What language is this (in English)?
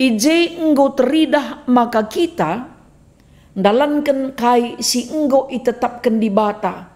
Batak Karo